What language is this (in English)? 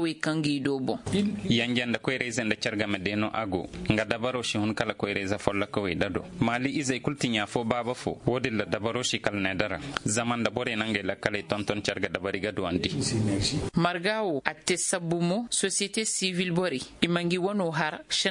Koyraboro Senni